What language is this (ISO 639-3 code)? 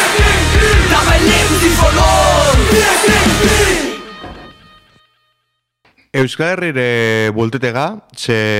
eus